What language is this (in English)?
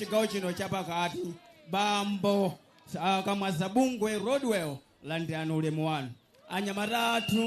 Nyanja